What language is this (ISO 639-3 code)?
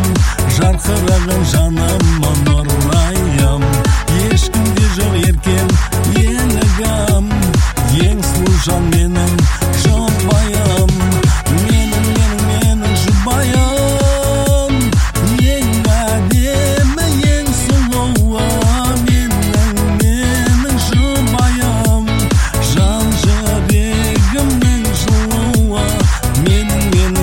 kaz